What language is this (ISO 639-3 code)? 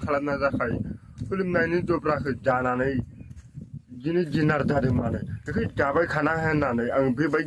brx